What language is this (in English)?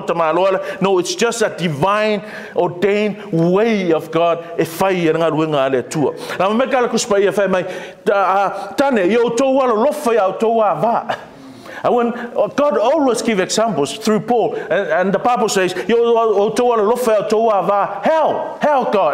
Samoan